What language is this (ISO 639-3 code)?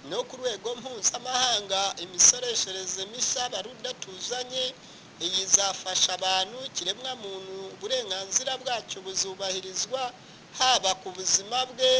kin